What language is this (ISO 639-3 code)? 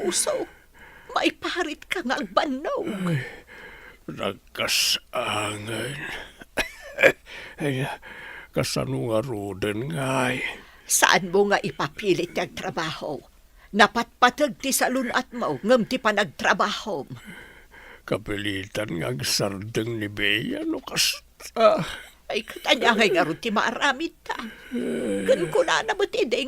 ilo